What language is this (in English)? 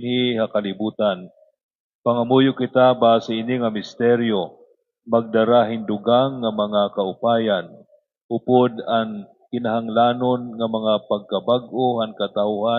Waray